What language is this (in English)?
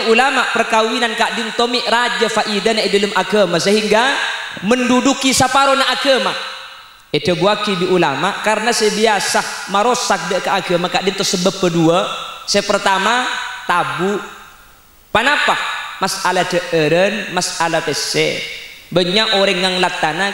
Madurese